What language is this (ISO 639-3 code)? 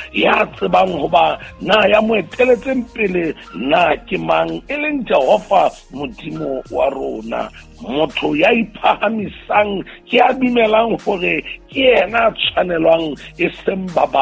sot